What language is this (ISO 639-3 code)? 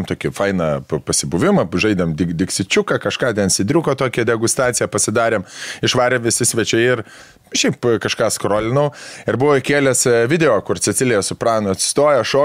lit